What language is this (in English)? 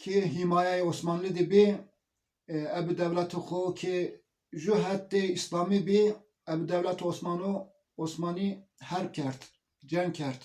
Zaza